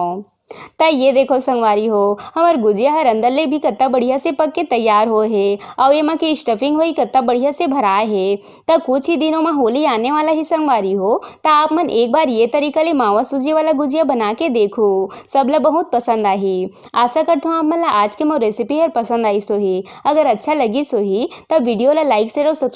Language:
Chhattisgarhi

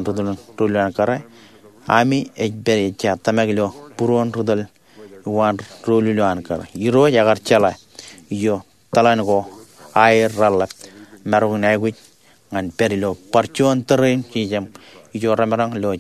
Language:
Marshallese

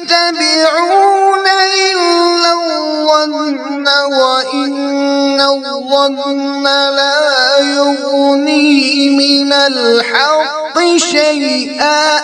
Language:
Kashmiri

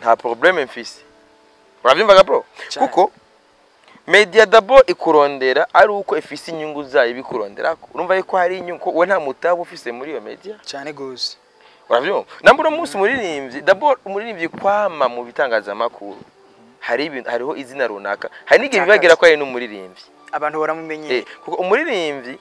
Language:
Rundi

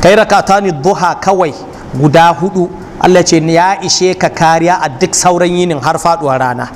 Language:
Hausa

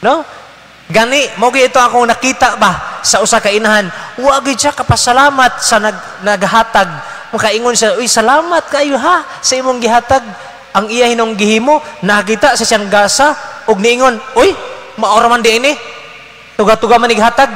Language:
Cebuano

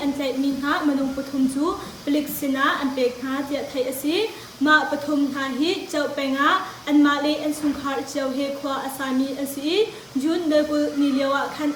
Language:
Hakha Chin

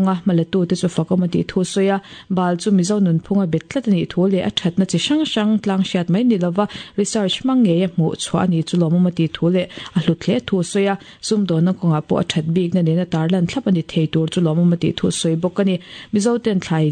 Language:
Mizo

